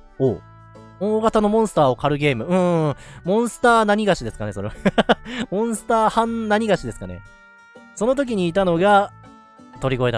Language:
Japanese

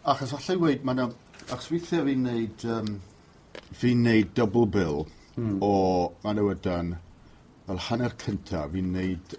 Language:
Welsh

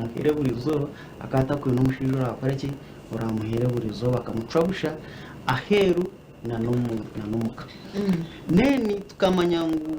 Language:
Nyankole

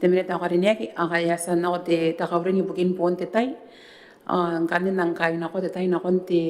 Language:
Gilbertese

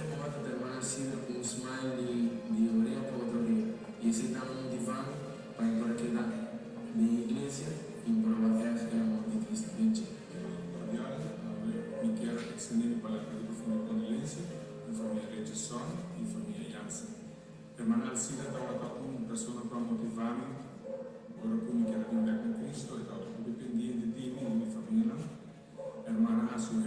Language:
Papiamento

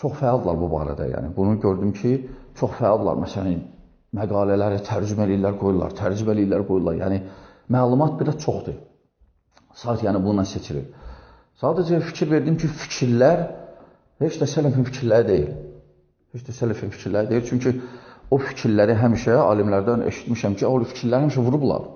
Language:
Azerbaijani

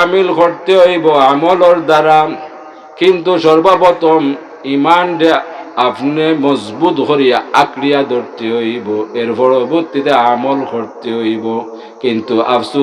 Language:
Sylheti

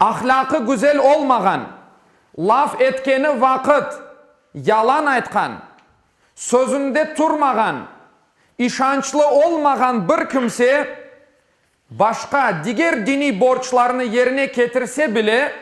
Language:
Crimean Tatar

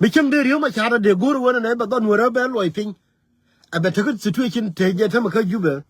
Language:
Nuer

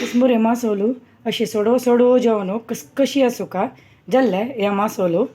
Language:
Konkani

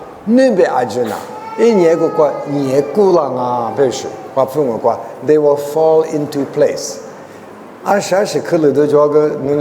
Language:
Lisu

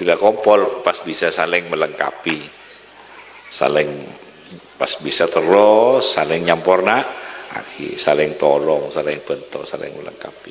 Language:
Madurese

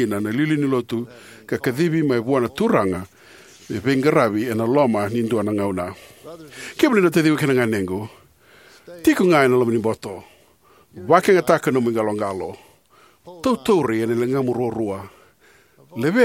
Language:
Fijian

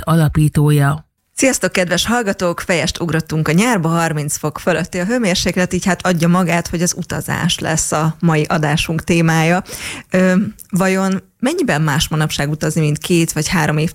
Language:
Hungarian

